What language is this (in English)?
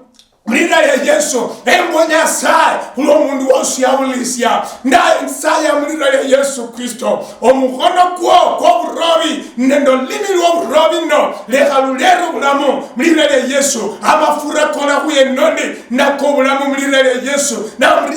Luyia